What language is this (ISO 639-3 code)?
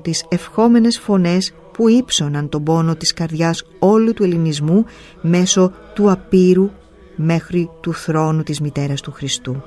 ell